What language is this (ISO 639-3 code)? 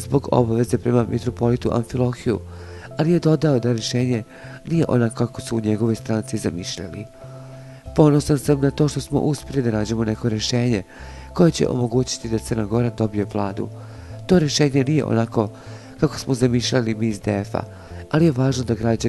bos